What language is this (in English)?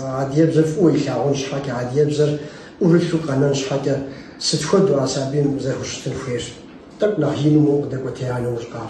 Kabardian